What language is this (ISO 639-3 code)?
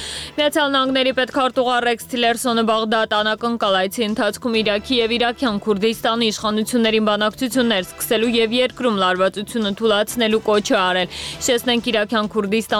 hye